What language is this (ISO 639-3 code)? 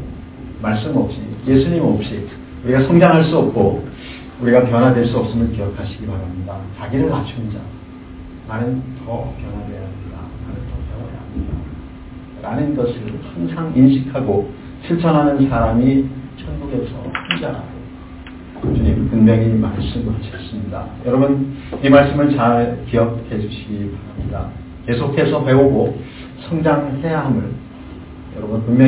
kor